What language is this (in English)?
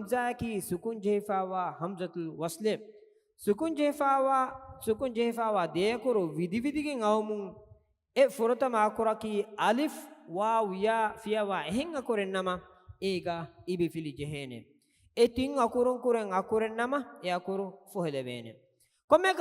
Divehi